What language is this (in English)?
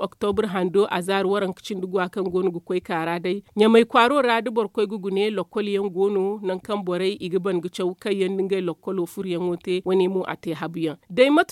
Zarma